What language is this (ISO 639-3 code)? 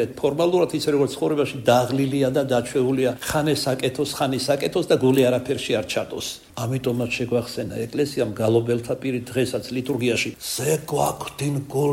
kat